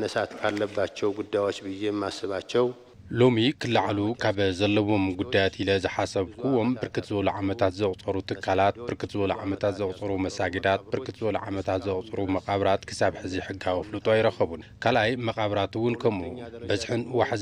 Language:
Tigrinya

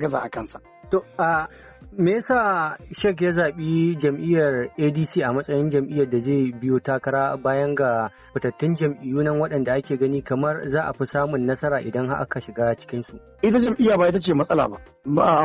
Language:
Hausa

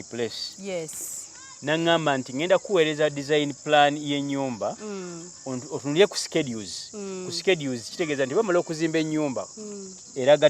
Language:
Ganda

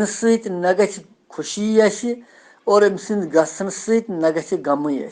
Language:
Kashmiri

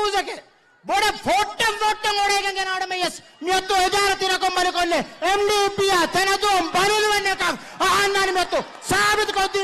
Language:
Divehi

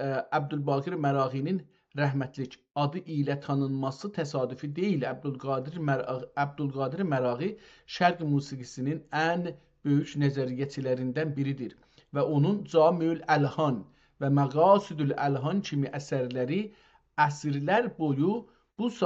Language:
South Azerbaijani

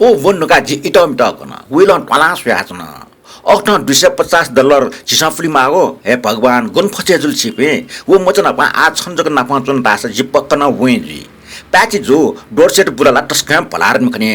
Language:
Newari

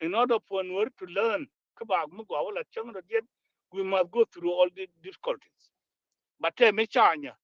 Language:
Nuer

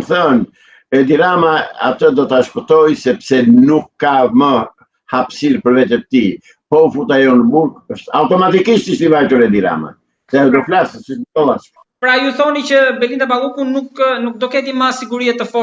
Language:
Albanian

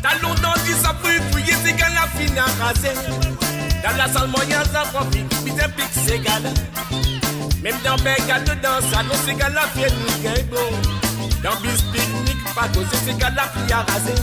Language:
Morisyen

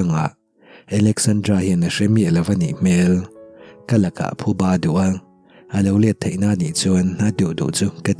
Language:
Mizo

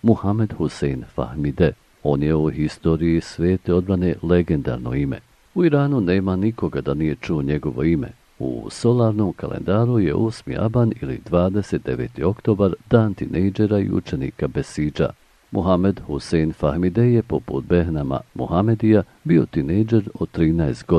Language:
Bosnian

